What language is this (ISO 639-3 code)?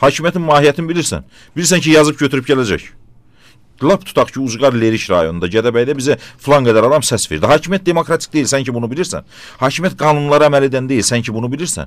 aze